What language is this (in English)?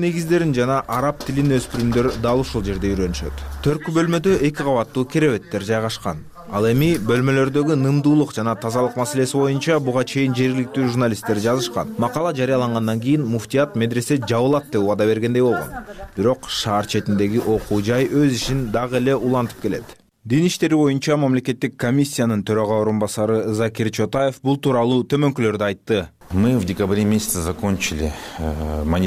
Kyrgyz